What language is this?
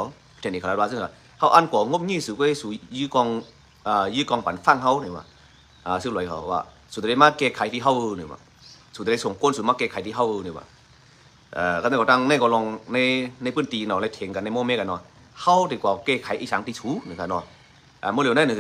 Shan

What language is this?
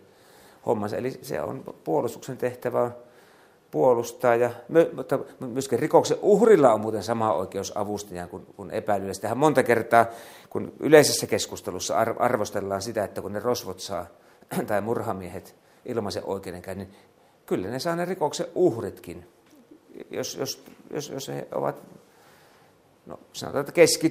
Finnish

